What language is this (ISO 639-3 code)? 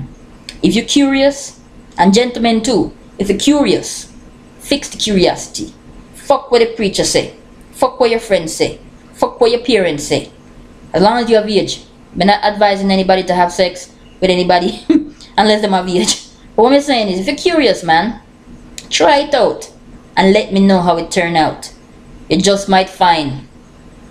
jam